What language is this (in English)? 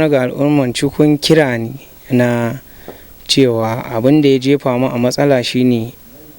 Hausa